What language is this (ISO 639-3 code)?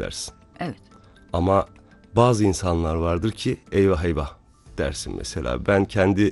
tur